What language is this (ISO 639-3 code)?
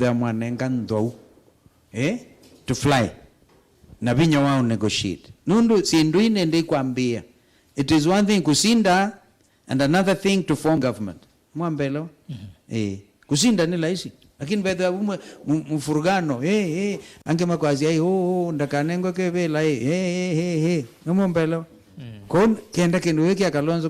kam